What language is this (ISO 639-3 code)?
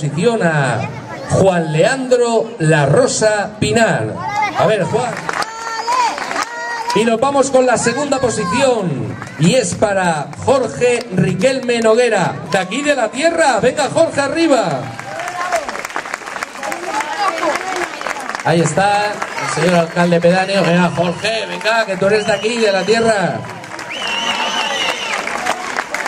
spa